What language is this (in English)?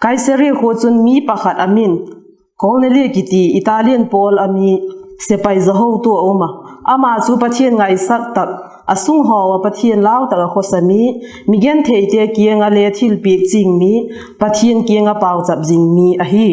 Vaiphei